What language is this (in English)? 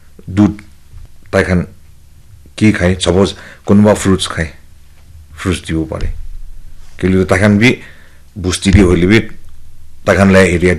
Naga Pidgin